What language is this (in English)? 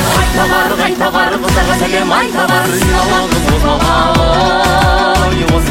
Kazakh